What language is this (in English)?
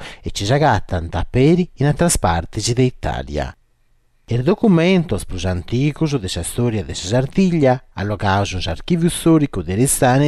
Sardinian